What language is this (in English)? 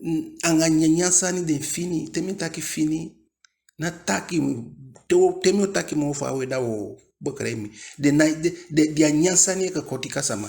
Eastern Maroon Creole